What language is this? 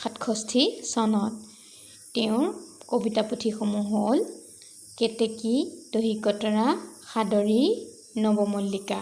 Assamese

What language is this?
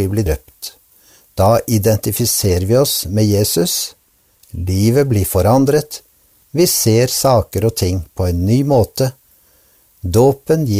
Norwegian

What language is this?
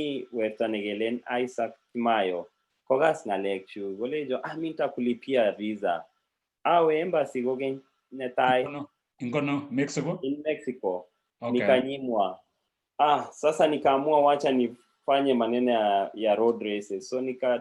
Kalenjin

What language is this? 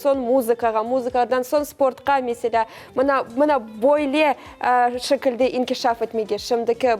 Crimean Tatar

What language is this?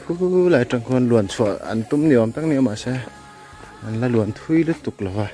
Mizo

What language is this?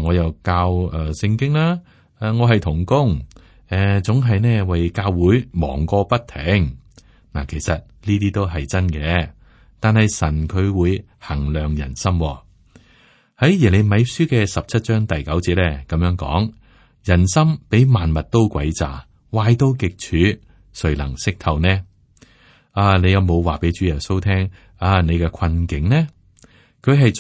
Cantonese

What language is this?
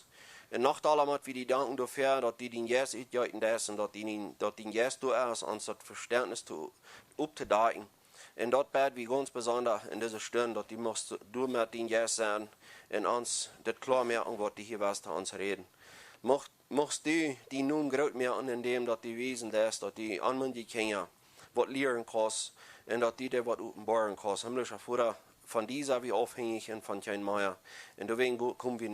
Plautdietsch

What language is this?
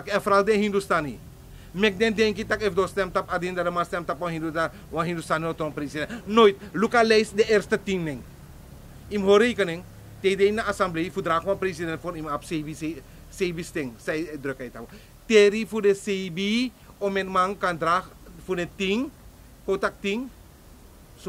Sranan Tongo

